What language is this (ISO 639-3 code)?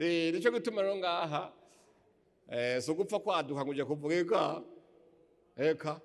run